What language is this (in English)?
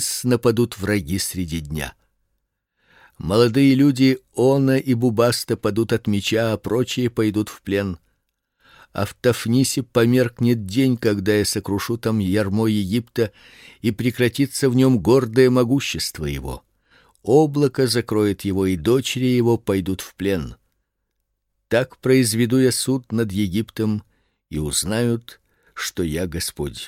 Russian